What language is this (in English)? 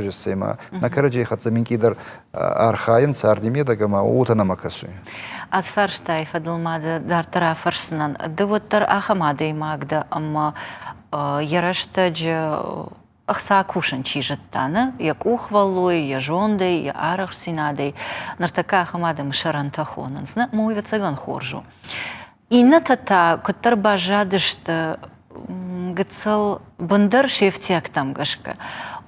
Ossetic